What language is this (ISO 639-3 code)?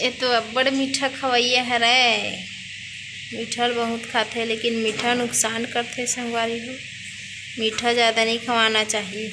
hne